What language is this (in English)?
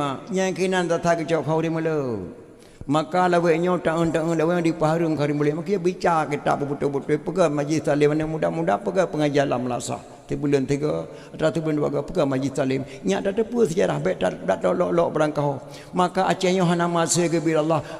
Achinese